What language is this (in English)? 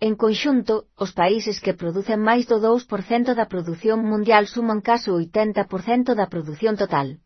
Galician